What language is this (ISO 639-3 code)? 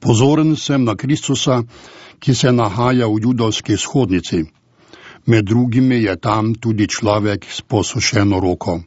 slv